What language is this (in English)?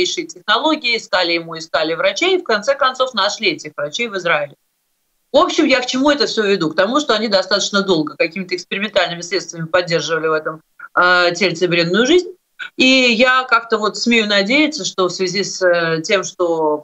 Russian